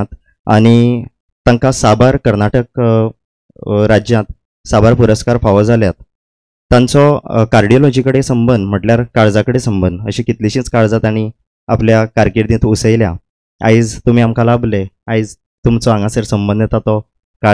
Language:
Konkani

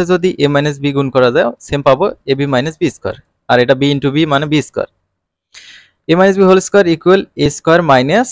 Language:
Bangla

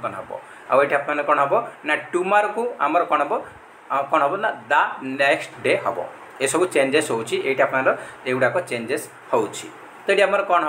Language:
Odia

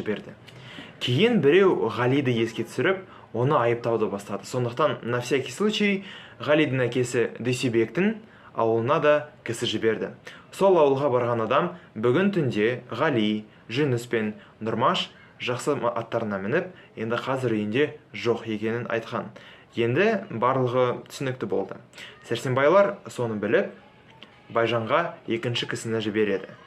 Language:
Kazakh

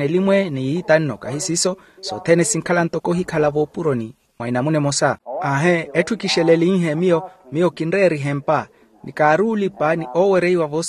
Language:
Makhuwa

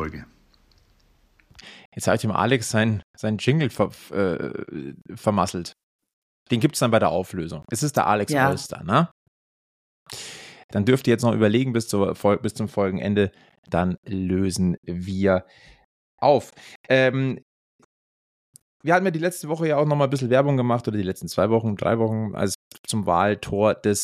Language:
German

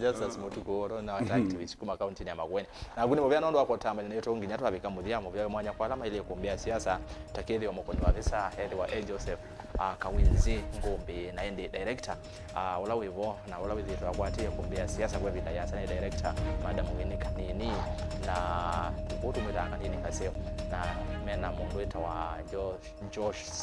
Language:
Kamba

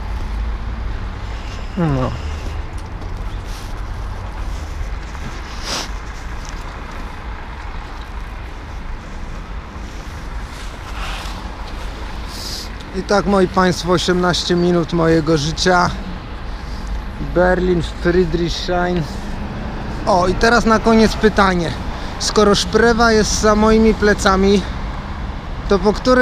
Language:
Polish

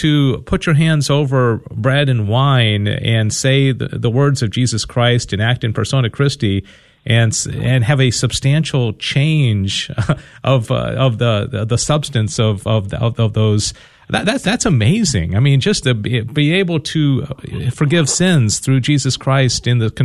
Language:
English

